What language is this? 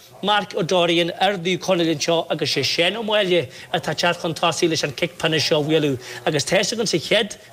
Irish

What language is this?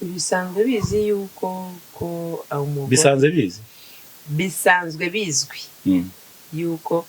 Kinyarwanda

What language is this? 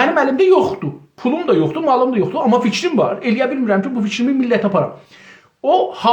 South Azerbaijani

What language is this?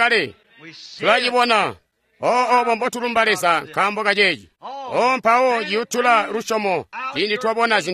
Tonga (Zambia)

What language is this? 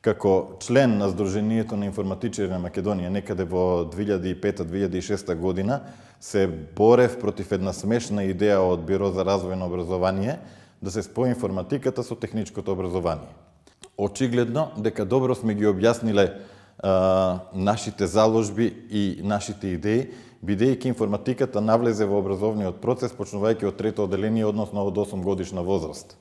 Macedonian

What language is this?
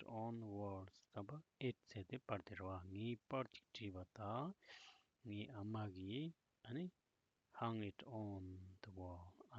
Tibetan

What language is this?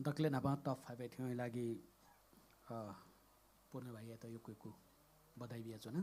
Newari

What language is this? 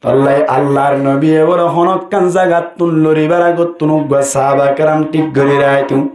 Rohingya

